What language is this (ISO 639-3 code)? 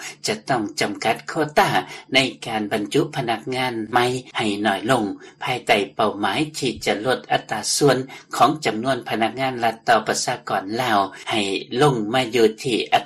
lao